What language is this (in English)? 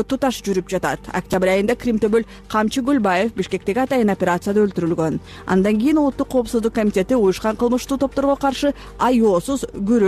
Kyrgyz